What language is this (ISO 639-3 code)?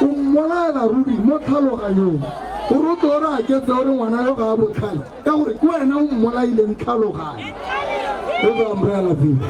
tsn